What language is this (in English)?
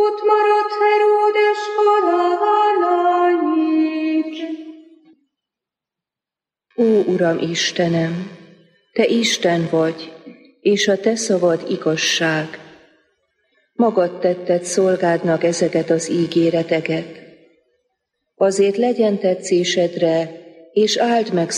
Hungarian